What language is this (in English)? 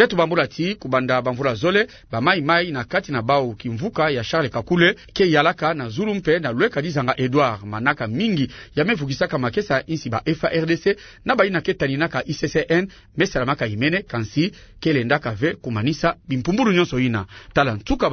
Kituba (Democratic Republic of Congo)